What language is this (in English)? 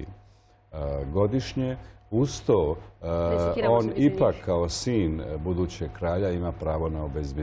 Serbian